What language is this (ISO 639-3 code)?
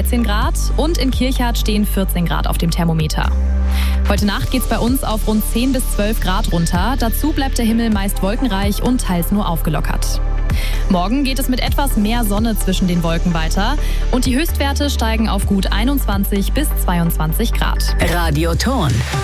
deu